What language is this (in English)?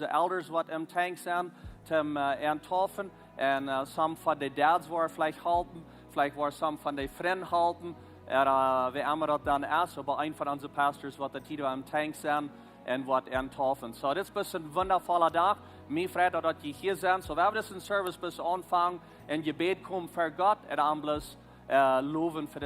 Plautdietsch